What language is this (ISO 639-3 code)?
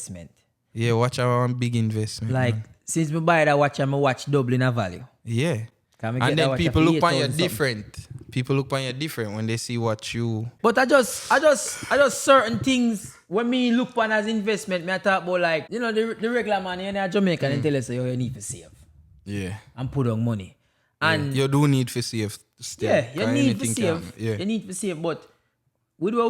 jam